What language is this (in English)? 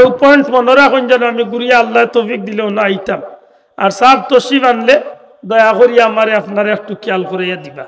Sylheti